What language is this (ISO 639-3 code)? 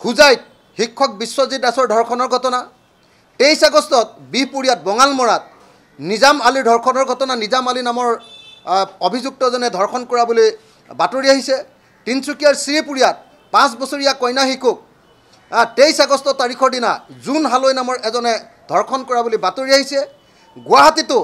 asm